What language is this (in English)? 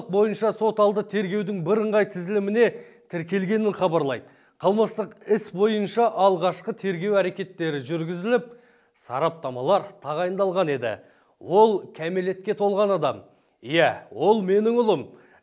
Kazakh